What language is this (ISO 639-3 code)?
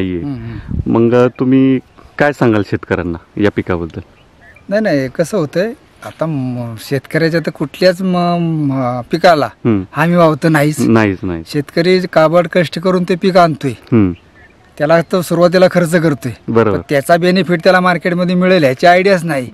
mar